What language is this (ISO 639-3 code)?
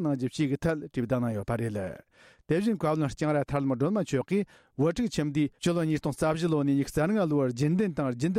bod